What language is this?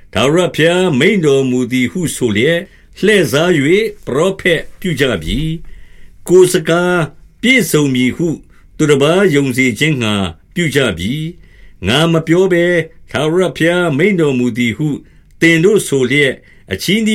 Burmese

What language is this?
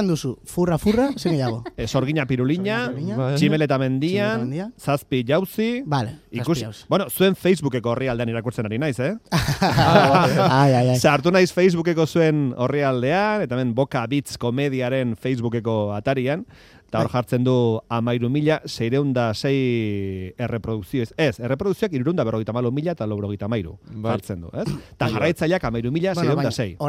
Basque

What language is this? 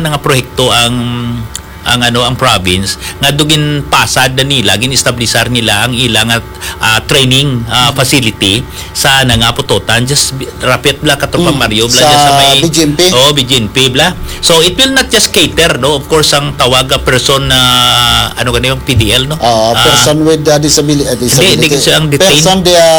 Hiligaynon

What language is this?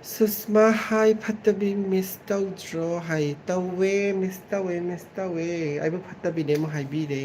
Manipuri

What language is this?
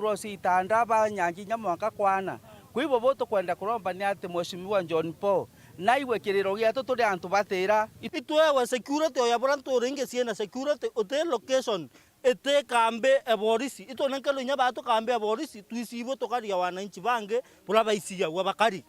Meru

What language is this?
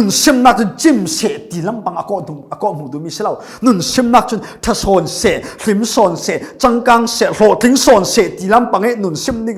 Falam Chin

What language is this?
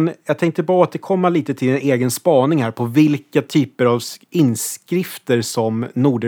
Swedish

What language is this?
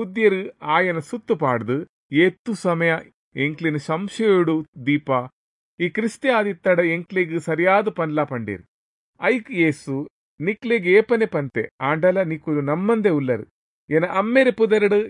Tulu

